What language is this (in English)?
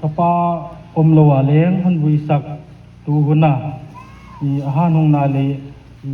Paite Chin